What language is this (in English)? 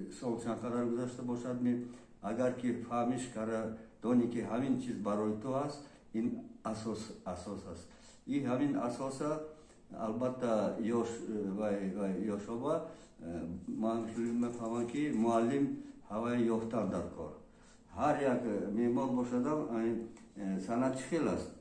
Tajik